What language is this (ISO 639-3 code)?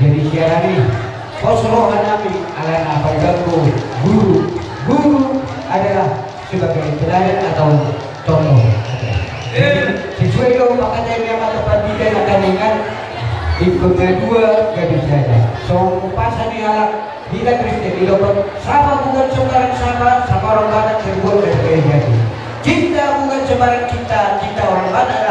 bbc